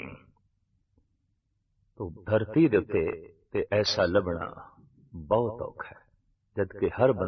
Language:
Punjabi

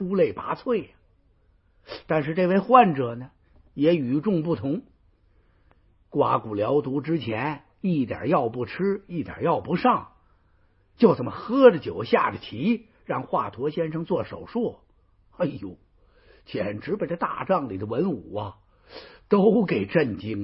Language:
Chinese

